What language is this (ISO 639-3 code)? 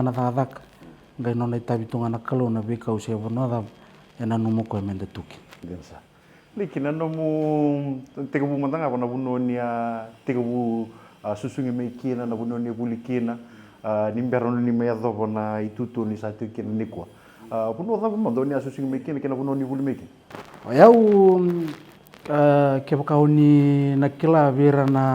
fij